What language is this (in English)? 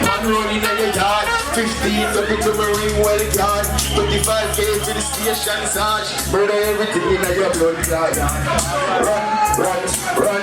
Jamaican Creole English